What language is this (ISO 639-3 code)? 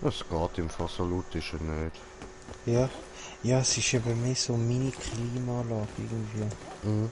gsw